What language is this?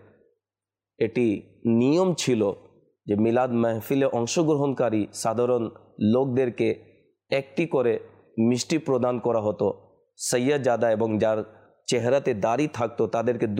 Bangla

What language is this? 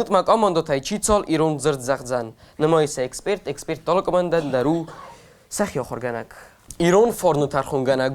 Ossetic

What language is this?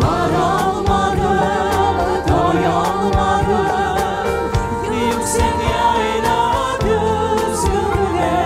Crimean Tatar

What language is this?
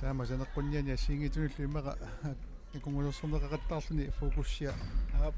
Kalaallisut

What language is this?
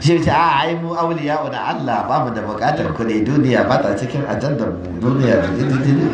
Hausa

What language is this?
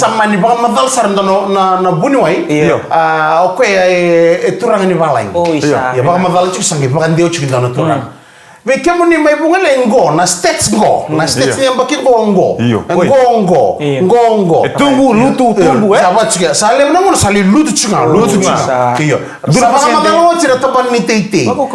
Fijian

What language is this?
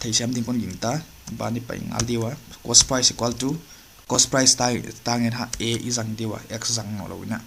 Paite Chin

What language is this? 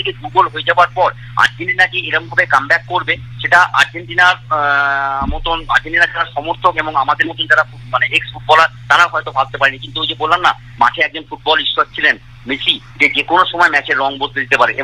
Bangla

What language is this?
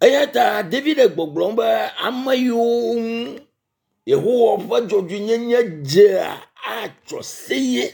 Ewe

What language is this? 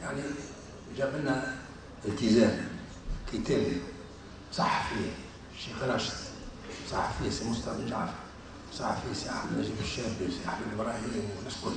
Tunisian Arabic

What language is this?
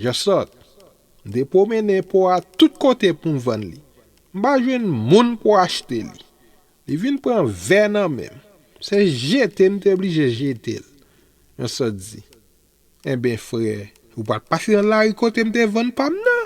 Haitian Creole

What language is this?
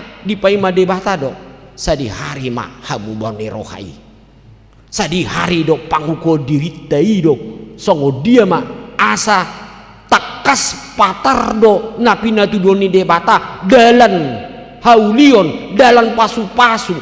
Batak Toba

